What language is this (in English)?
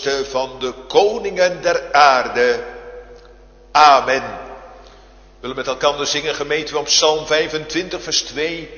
Dutch